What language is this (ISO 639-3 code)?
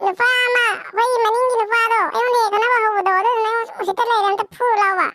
mni